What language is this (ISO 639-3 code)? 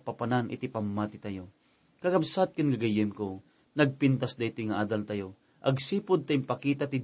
ilo